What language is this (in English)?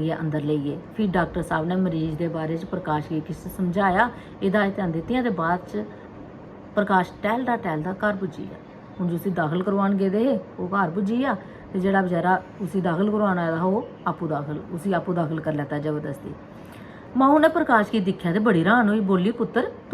Dogri